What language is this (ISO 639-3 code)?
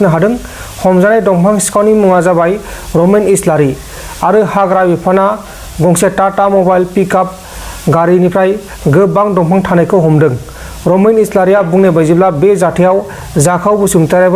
brx